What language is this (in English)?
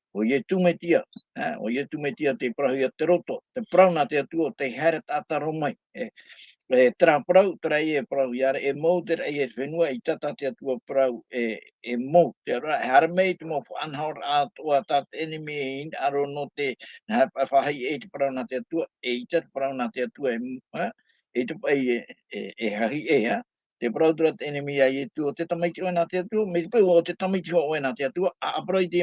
Tahitian